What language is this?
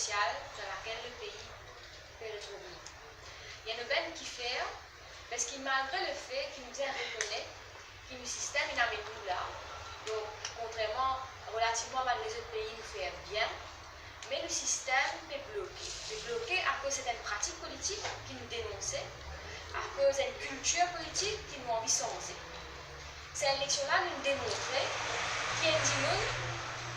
Morisyen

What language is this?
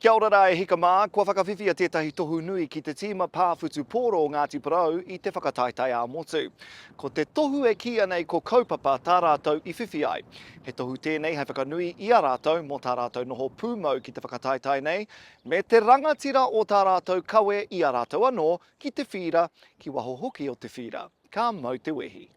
Māori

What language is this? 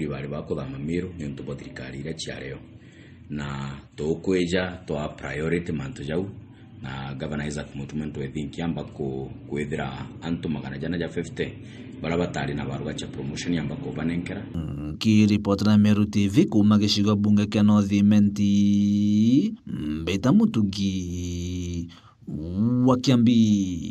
Meru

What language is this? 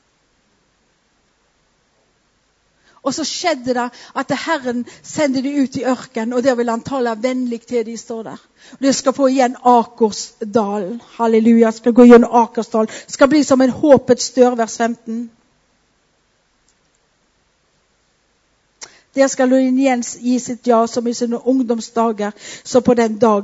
Norwegian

